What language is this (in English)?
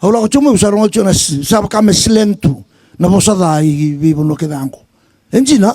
Fijian